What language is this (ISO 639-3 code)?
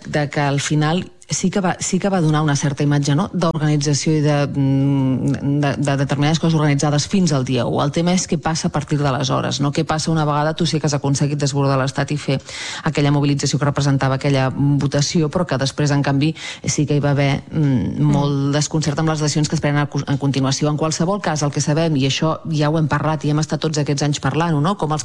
cat